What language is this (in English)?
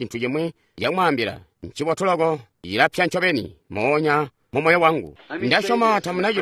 Tonga (Zambia)